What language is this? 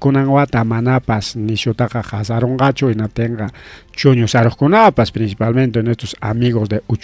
Ayacucho Quechua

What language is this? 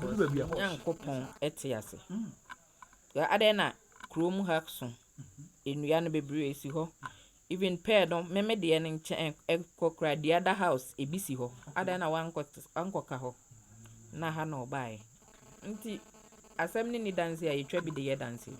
Akan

